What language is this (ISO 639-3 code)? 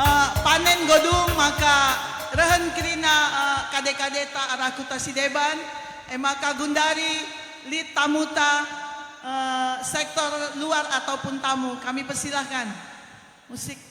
btx